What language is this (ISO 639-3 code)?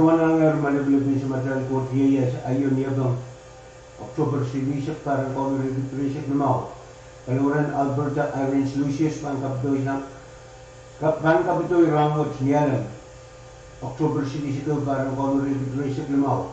pon